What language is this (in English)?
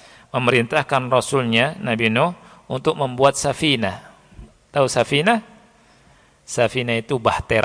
Indonesian